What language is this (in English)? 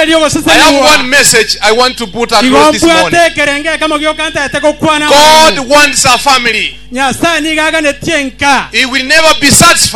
Gusii